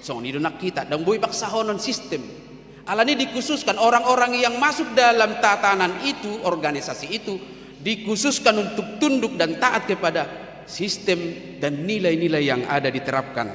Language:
Batak Toba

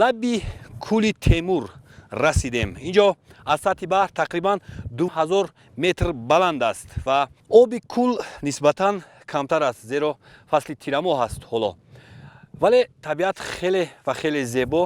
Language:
Tajik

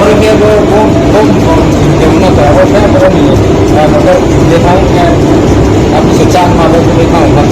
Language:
Riang (India)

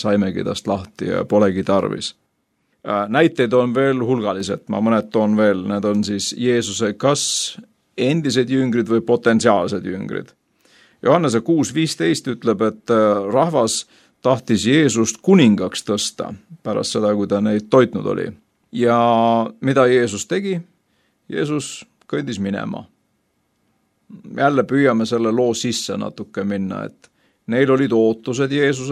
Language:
Estonian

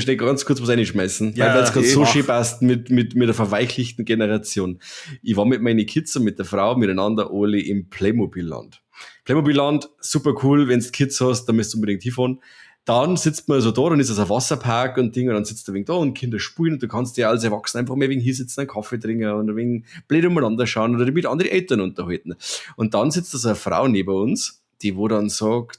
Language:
Bavarian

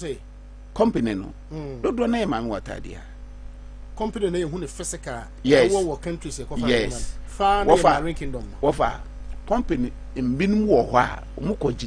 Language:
Akan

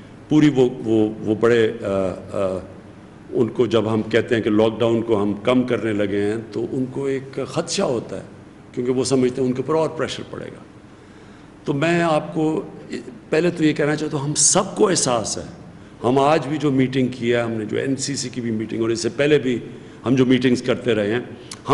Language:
Urdu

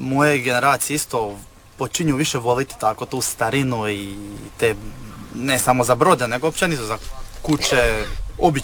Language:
Croatian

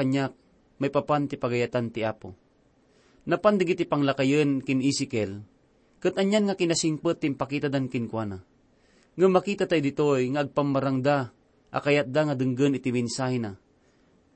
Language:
Iloko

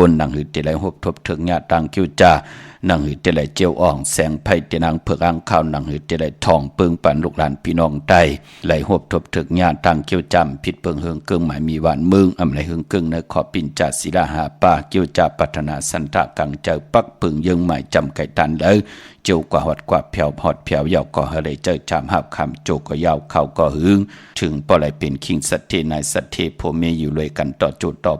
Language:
Shan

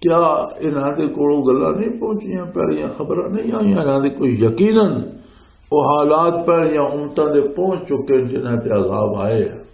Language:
Western Panjabi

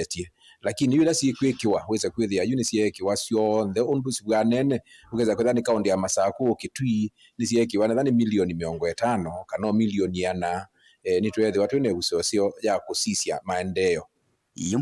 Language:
Kamba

